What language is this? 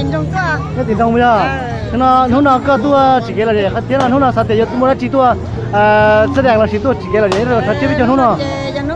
Hmong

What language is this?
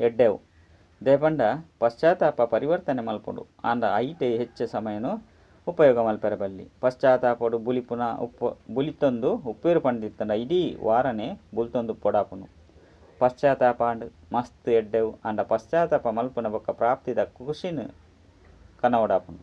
Tulu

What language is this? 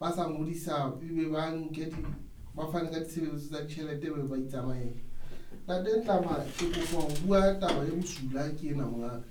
Southern Sotho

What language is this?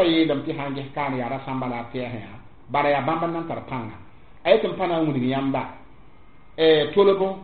Mossi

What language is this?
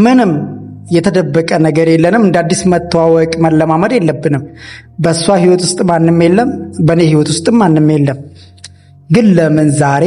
Amharic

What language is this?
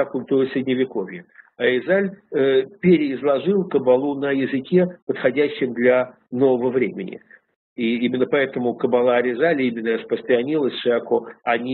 Russian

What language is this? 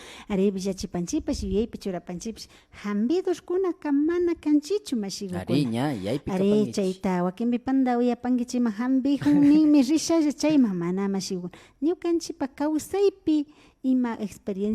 Imbabura Highland Quichua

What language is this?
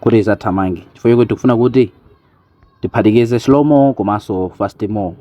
Nyanja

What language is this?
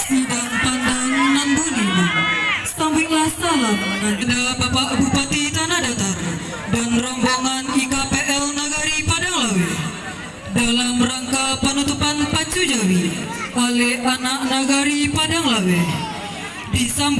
Minangkabau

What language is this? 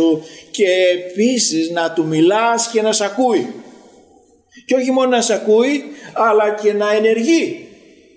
Greek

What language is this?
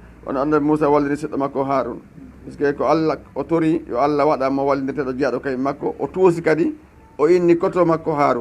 Fula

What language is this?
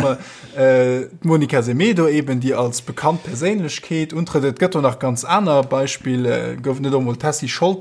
Luxembourgish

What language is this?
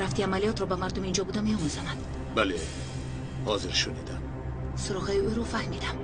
Tajik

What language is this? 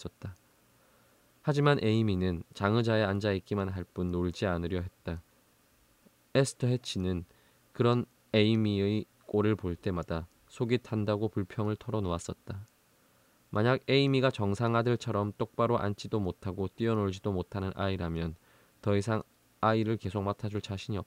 Korean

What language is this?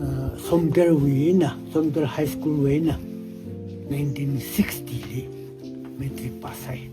Tangkhul Naga (India)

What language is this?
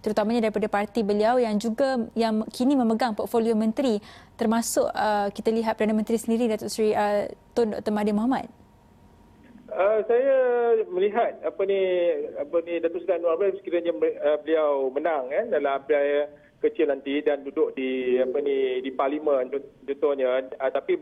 Malay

